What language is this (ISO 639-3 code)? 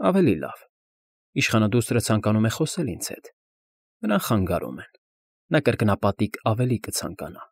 hye